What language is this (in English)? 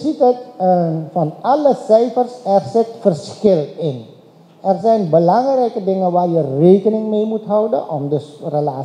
Dutch